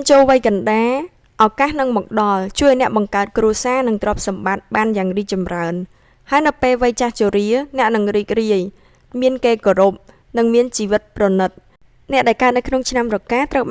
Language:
Khmer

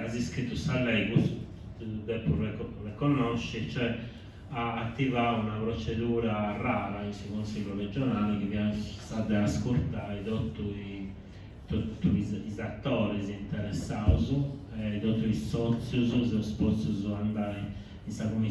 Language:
Sardinian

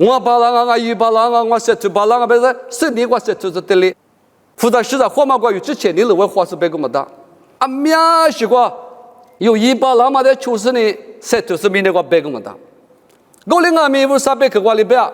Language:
Lisu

